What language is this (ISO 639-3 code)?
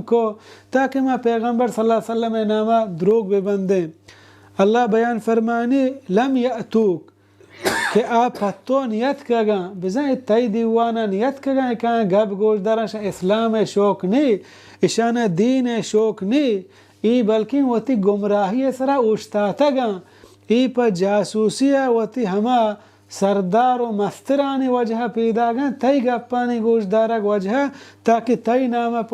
bal